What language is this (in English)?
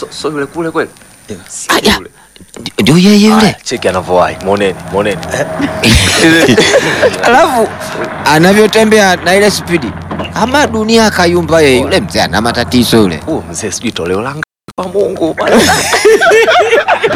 Swahili